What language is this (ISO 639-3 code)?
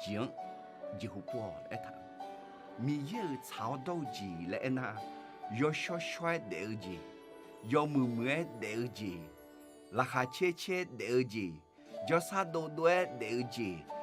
ahk